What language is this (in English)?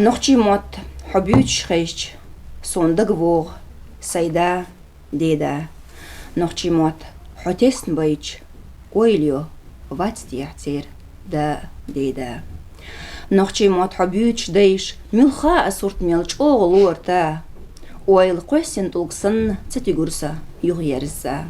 Chechen